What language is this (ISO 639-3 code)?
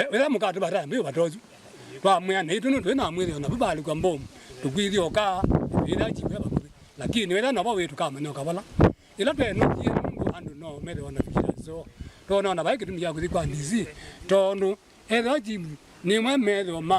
kam